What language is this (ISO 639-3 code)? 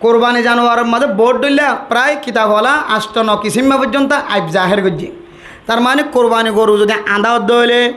rhg